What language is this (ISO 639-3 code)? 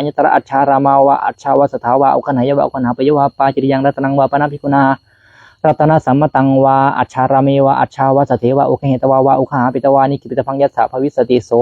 pli